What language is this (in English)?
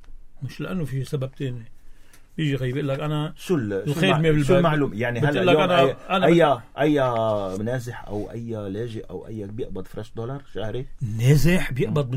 North Levantine Arabic